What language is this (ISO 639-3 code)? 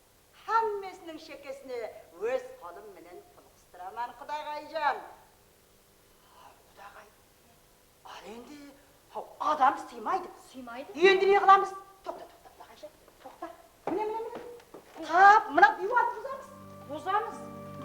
kaa